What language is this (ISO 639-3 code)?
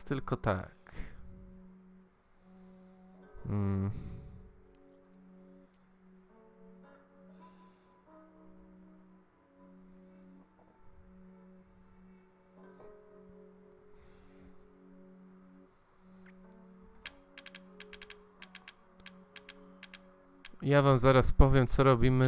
pol